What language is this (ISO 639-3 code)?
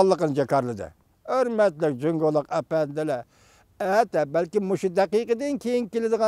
uig